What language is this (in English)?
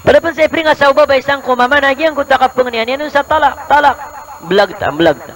Maranao